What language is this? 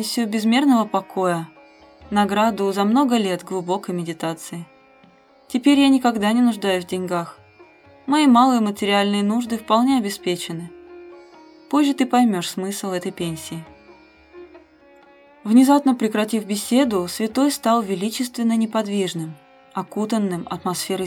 Russian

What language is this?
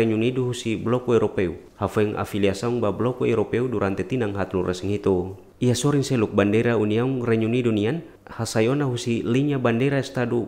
Tetum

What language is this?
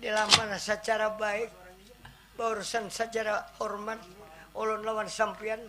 Banjar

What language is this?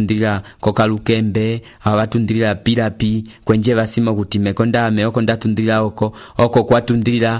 Umbundu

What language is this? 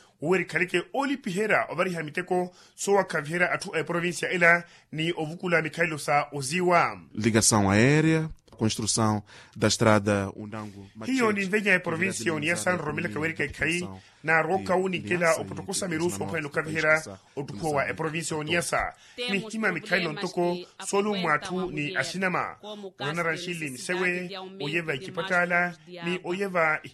Makhuwa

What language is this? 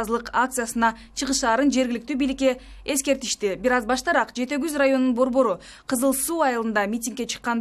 Kyrgyz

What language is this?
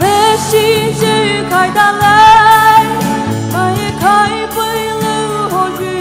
Poumei Naga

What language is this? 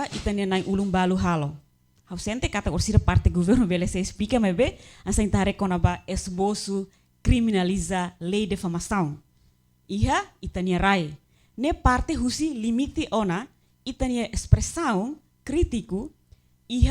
Tetum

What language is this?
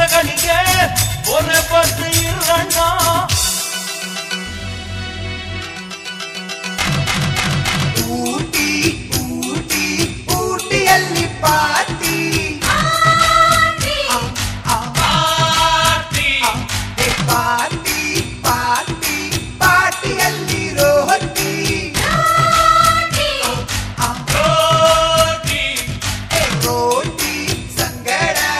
Kannada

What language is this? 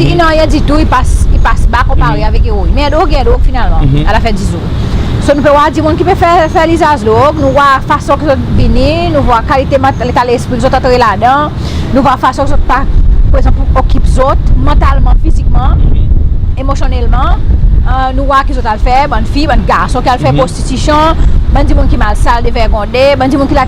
Seselwa Creole French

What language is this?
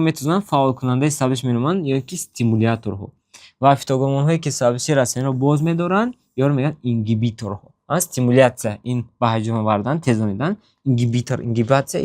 Tajik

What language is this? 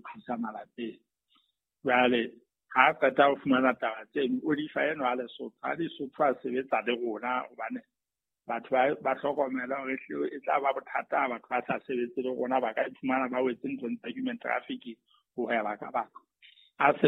Southern Sotho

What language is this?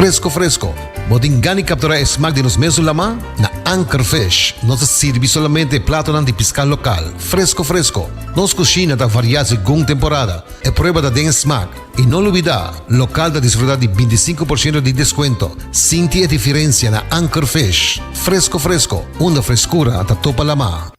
Papiamento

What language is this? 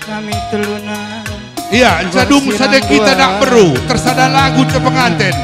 Batak Karo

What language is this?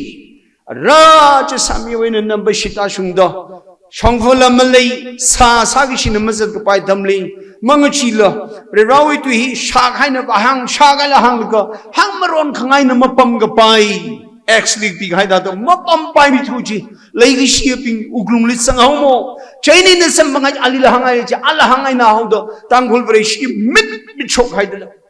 Tangkhul Naga (India)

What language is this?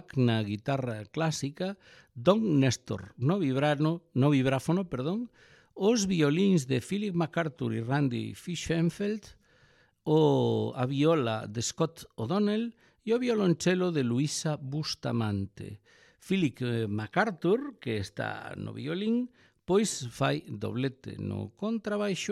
Galician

